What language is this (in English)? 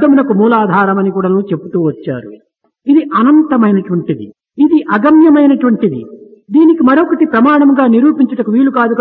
Telugu